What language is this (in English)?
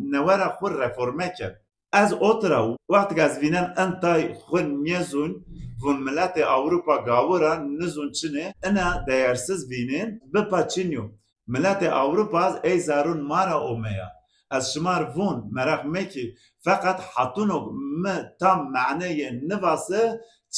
Zaza